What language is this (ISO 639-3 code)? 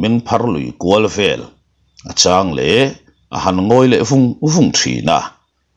lus